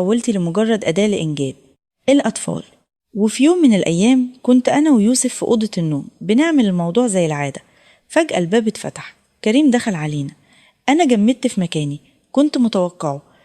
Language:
Egyptian Arabic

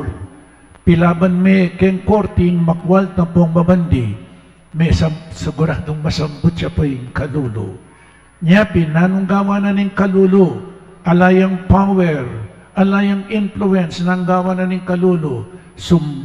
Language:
Pampanga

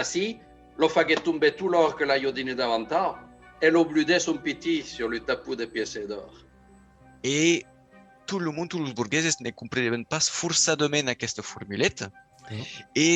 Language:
Occitan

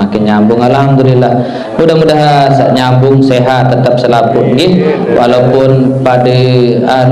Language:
Sasak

